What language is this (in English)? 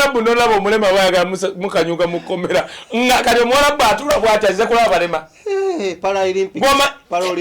Ganda